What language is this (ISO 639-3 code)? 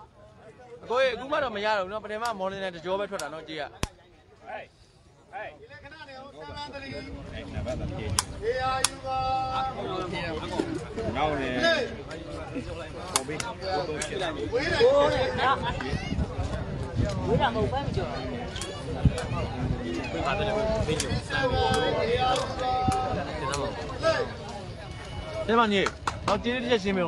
mya